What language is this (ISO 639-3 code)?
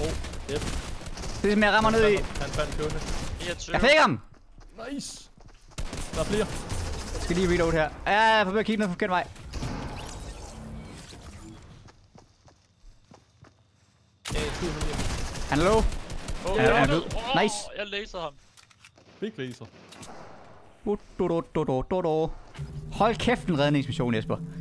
dan